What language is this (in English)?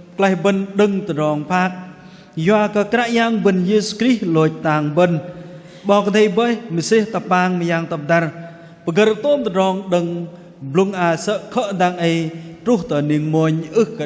Bahnar